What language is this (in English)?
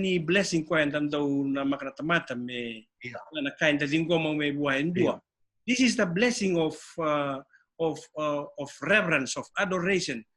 Fijian